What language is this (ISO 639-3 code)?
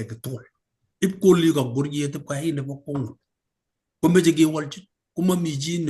kln